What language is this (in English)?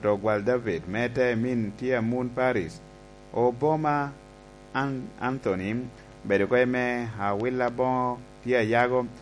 Lango (Uganda)